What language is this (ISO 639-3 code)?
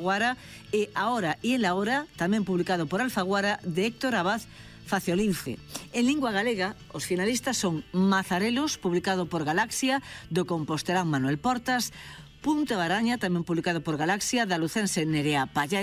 glg